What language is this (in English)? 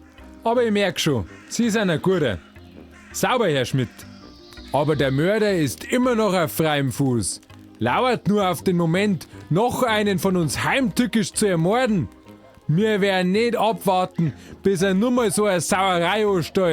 Bavarian